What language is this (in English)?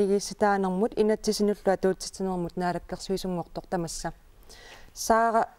Kalaallisut